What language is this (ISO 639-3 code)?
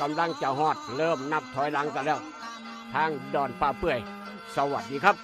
tts